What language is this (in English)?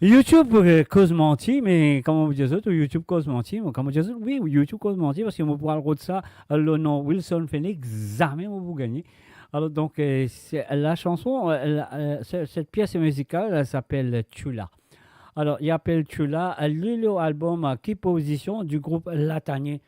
Morisyen